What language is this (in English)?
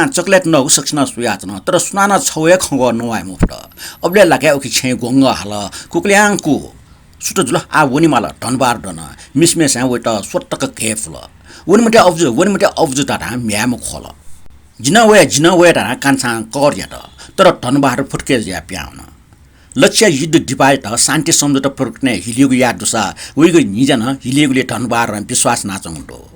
Newari